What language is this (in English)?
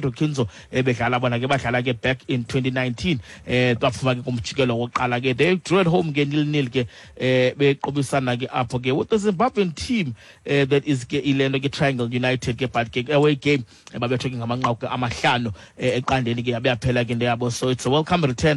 Xhosa